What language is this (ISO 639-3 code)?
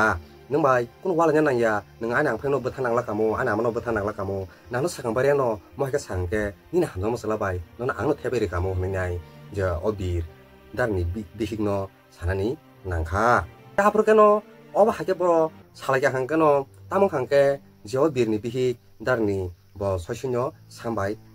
trp